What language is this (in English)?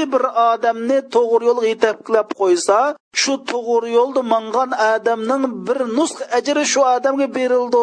Uyghur